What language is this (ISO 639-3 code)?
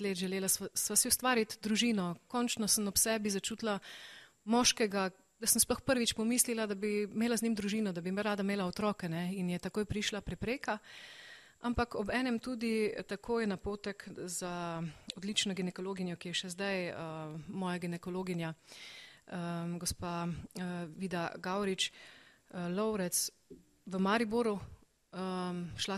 slv